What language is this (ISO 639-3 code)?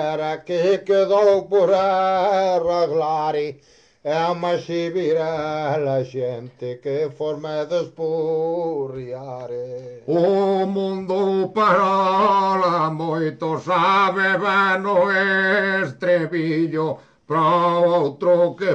glg